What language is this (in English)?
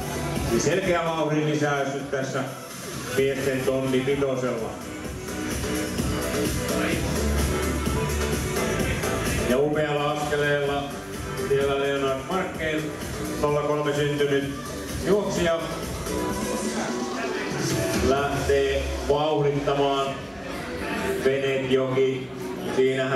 Finnish